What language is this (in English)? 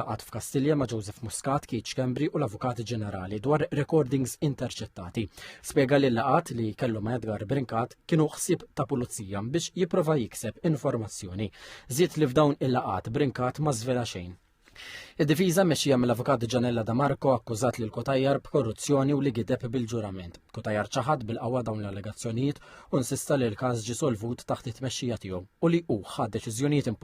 Maltese